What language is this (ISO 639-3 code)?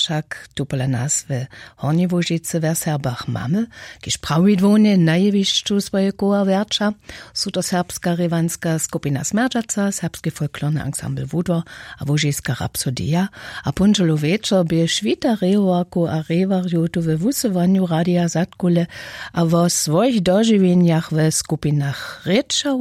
hsb